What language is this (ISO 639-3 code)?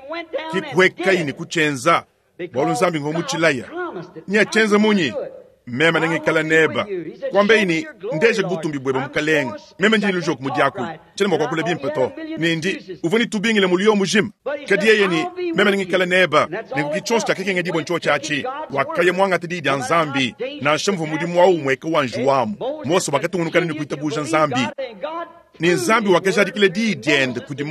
lua